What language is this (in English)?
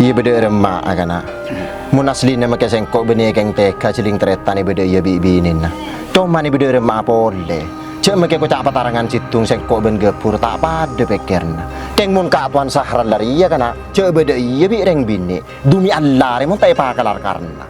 Madurese